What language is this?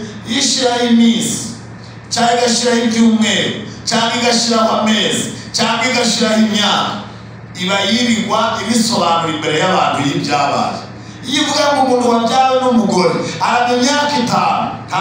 Kinyarwanda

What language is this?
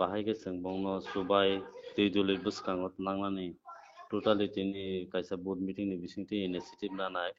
Kok Borok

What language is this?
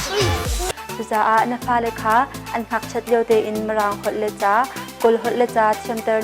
Hakha Chin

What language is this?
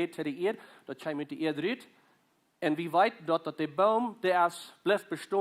Plautdietsch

